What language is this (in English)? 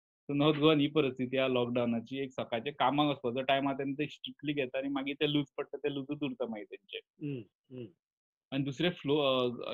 Konkani